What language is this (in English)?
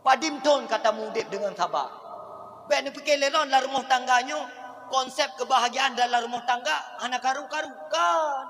Achinese